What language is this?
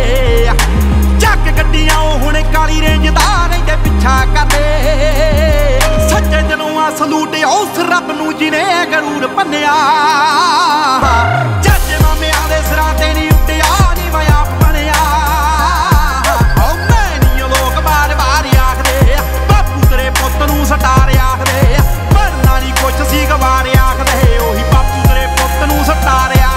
Punjabi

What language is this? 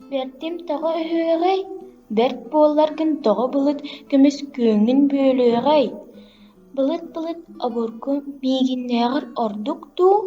Yakut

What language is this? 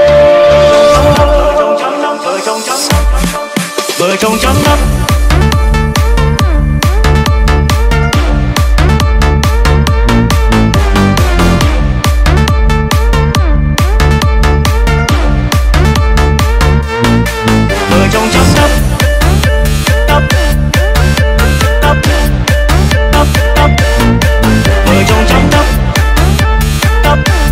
Vietnamese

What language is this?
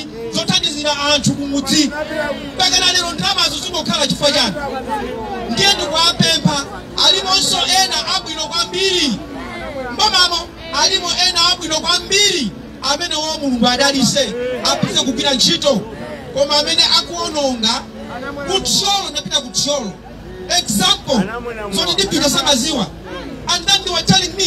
Nyanja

